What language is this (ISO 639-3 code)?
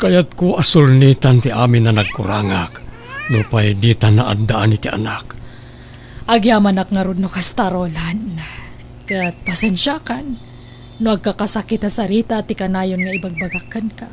ilo